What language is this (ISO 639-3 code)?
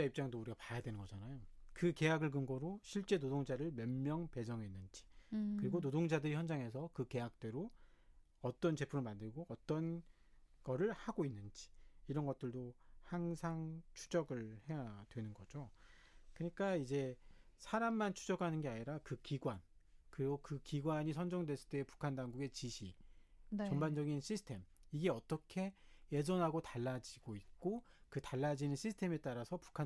kor